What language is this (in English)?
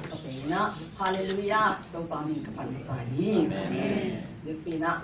Tedim Chin